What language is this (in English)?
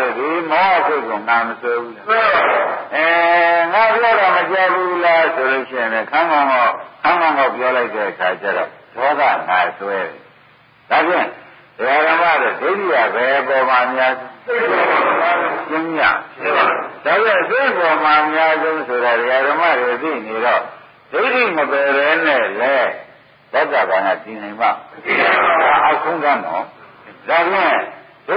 Burmese